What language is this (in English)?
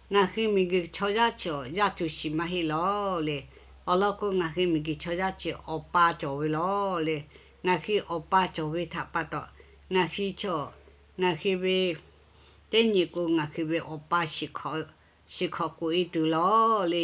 Lahu